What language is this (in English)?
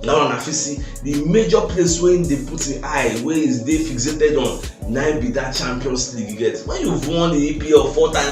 Nigerian Pidgin